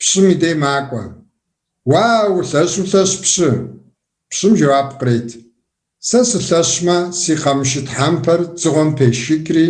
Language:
Kabardian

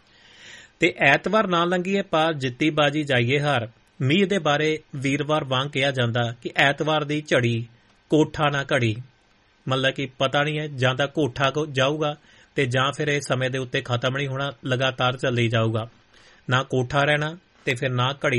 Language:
Punjabi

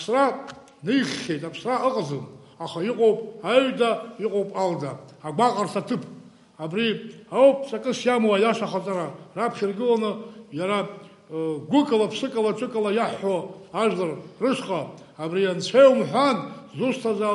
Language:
Abkhazian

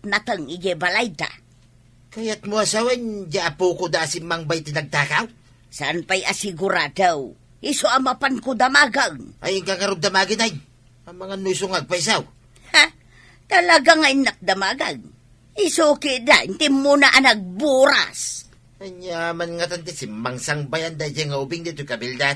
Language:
Iloko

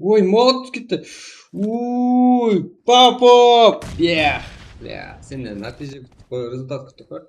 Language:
Kara-Kalpak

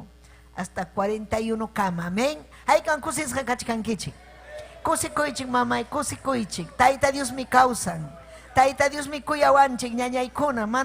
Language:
Ayacucho Quechua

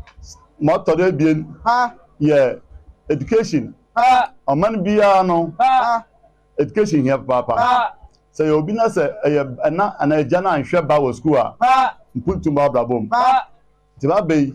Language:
Akan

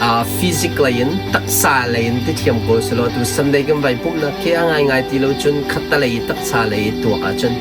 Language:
Hakha Chin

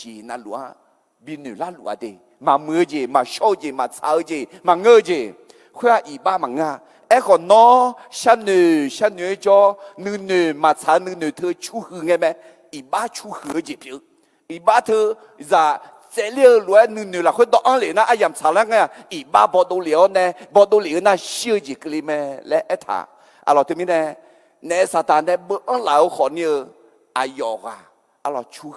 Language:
Akha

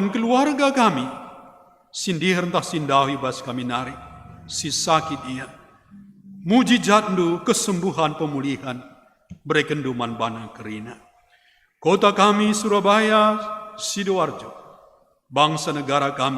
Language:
Batak Karo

